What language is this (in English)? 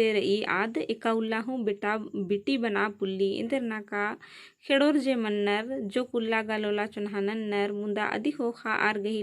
Kurukh